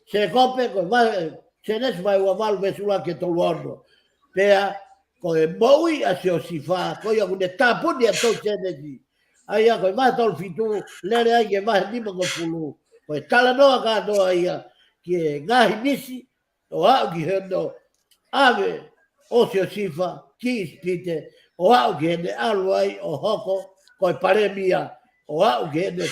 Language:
Tongan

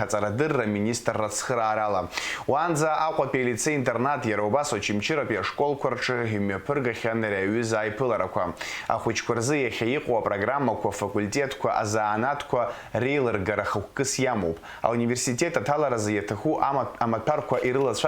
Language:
Abkhazian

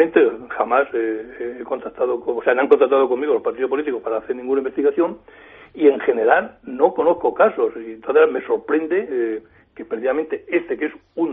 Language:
Spanish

